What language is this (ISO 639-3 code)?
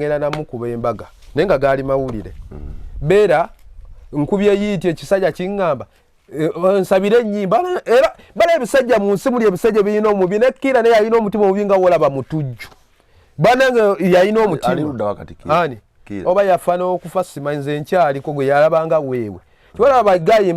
lug